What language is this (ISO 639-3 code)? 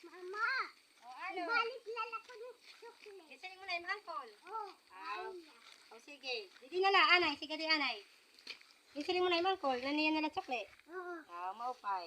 war